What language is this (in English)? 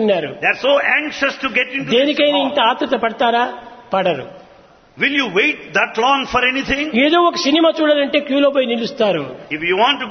Telugu